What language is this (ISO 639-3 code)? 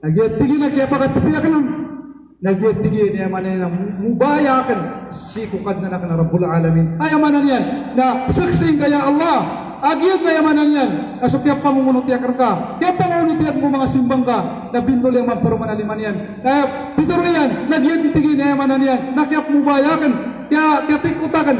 mrw